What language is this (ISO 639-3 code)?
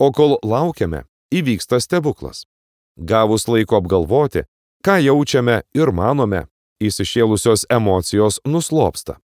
lit